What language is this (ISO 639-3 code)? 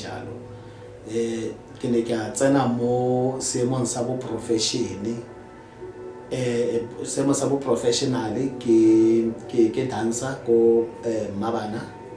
tsn